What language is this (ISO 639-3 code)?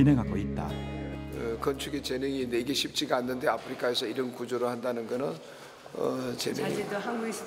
kor